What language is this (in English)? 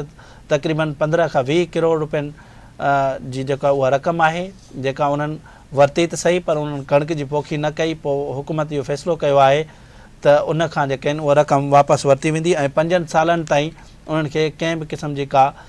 Sindhi